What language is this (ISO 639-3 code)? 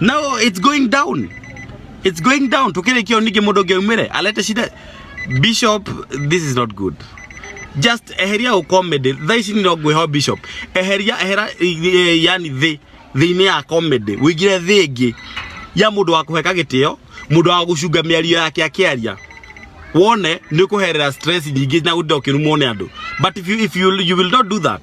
kik